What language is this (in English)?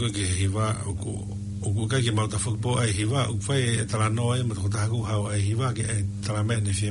Tongan